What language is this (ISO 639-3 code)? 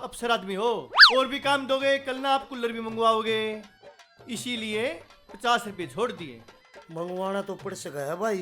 bgc